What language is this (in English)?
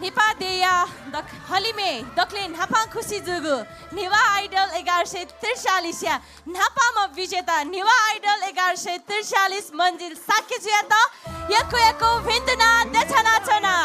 Newari